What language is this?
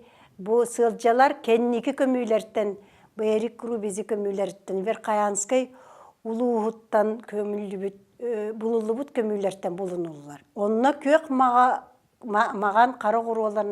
Yakut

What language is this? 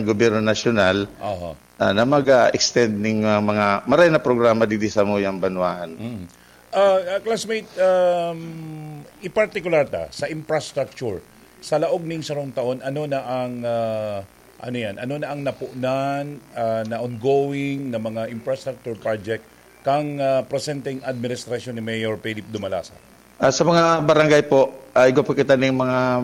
Bikol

